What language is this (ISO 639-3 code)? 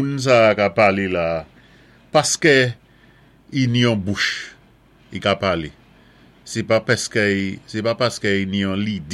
acf